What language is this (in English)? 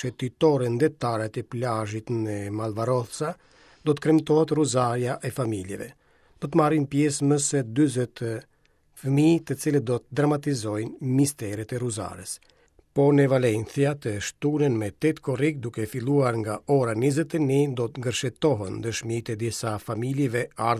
Albanian